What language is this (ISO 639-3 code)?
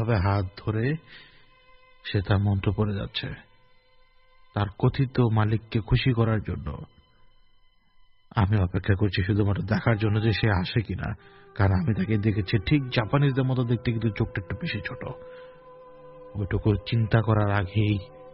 ben